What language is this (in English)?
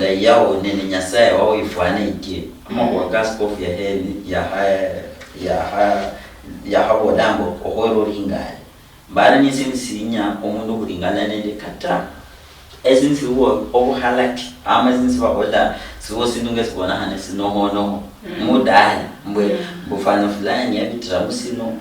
Luyia